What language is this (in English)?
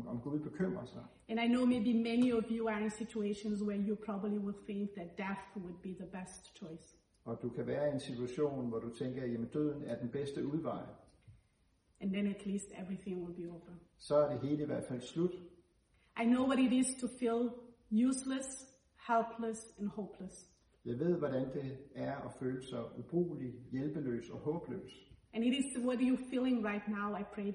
Danish